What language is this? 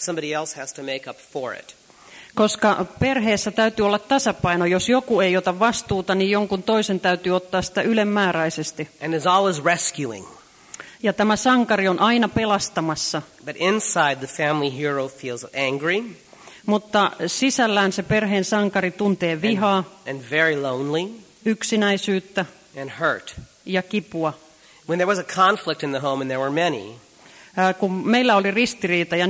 Finnish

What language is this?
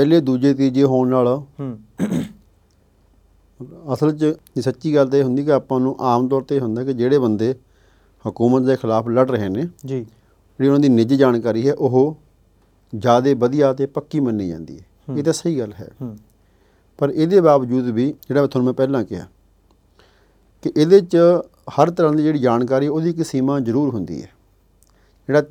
Punjabi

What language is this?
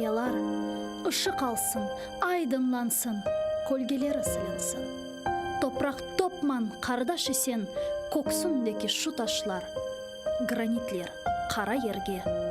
Crimean Tatar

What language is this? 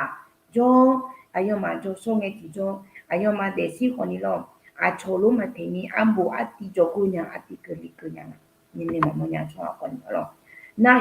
Akha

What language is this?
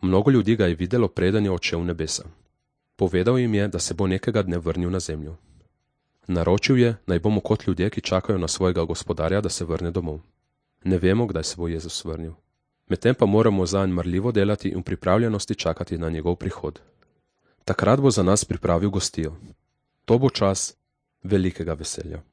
Slovenian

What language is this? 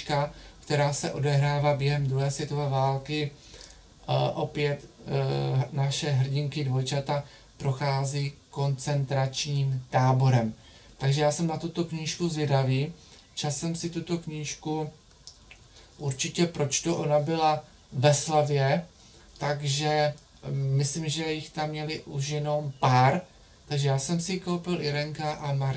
Czech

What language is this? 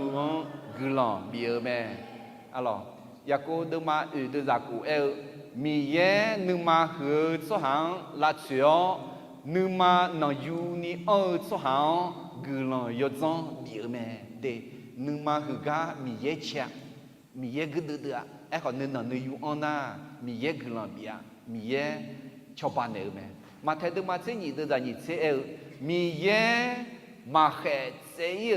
Akha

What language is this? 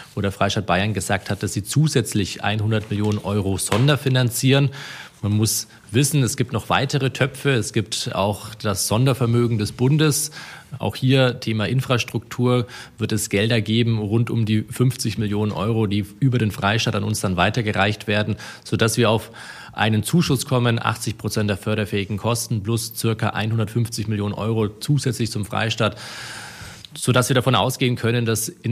German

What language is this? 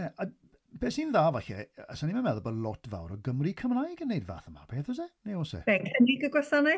Welsh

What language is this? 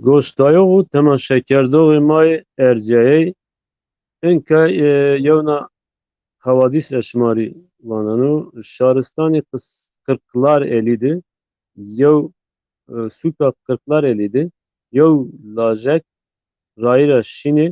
Zaza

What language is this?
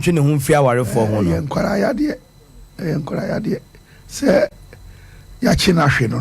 Akan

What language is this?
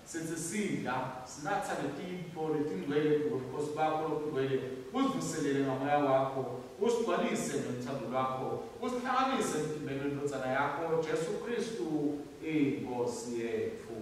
Swati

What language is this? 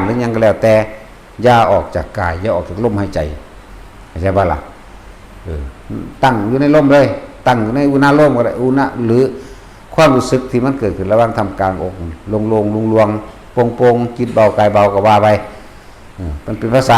Northeastern Thai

